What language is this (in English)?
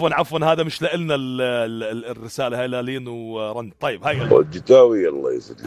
North Levantine Arabic